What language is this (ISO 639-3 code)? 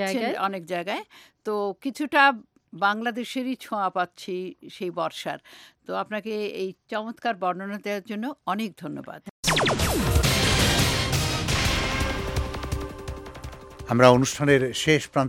ben